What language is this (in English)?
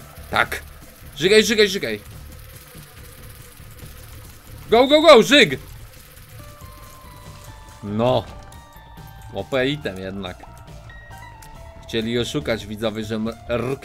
Polish